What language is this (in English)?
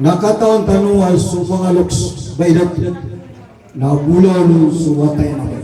Maranao